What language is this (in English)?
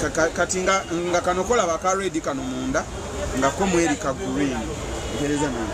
Ganda